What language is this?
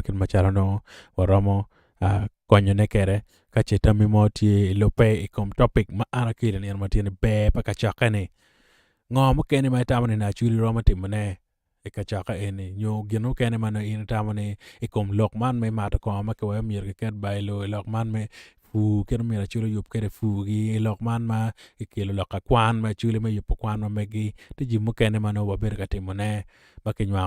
Acoli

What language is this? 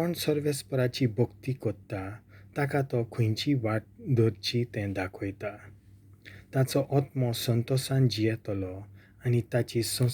Konkani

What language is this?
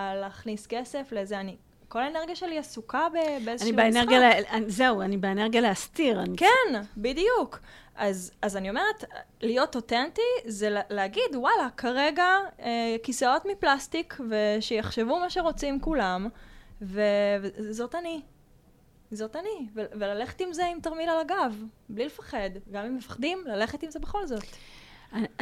Hebrew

